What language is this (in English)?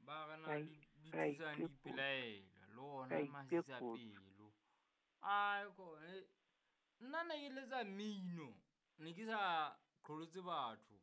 Southern Sotho